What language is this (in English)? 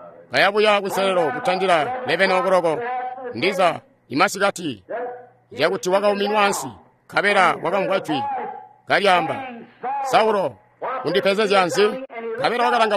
Tonga (Zambia)